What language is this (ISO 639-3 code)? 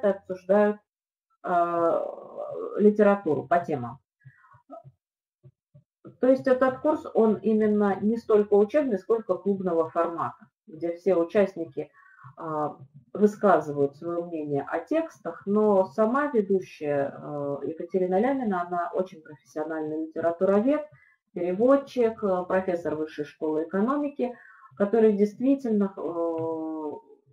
rus